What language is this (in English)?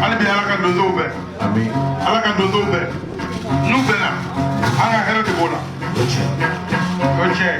Bambara